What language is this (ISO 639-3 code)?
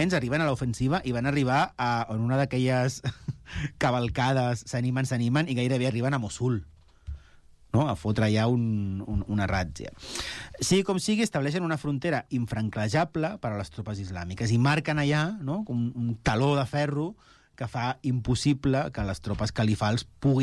cat